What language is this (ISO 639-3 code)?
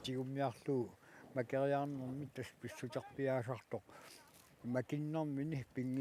kal